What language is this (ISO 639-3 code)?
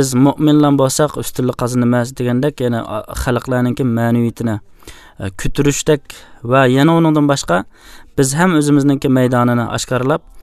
uig